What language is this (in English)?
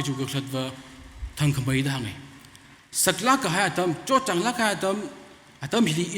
Tangkhul Naga (India)